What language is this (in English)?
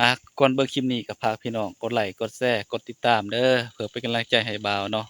Northeastern Thai